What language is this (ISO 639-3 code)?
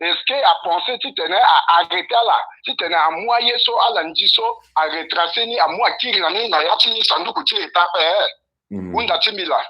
sag